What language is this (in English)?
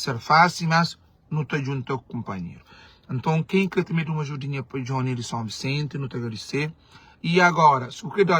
Kabuverdianu